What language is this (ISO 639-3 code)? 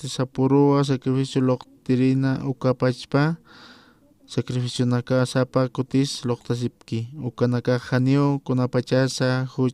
aym